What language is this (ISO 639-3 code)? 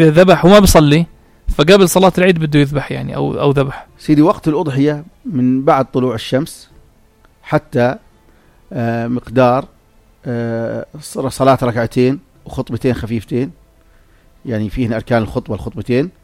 apc